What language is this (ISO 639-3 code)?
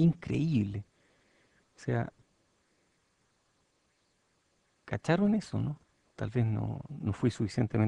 spa